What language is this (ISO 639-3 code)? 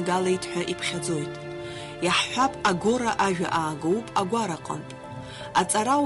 abk